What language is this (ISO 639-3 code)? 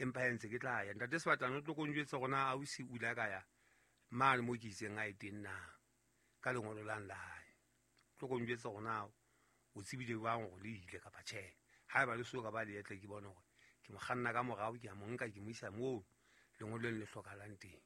sot